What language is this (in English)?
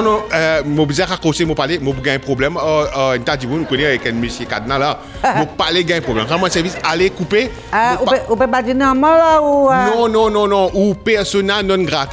Morisyen